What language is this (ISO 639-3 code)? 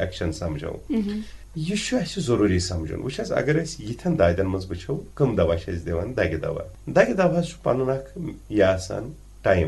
kas